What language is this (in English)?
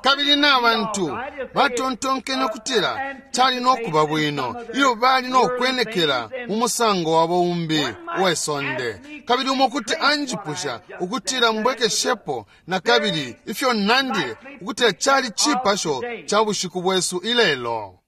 Bemba